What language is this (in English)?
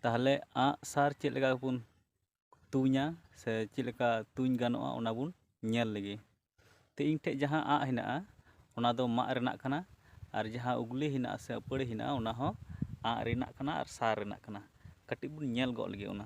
Santali